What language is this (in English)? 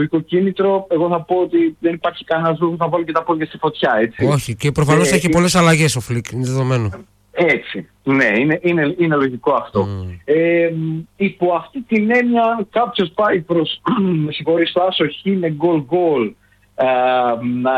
Greek